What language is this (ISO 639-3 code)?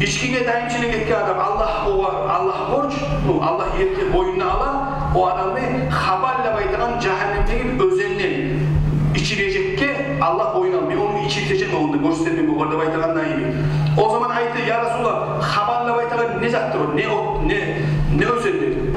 kum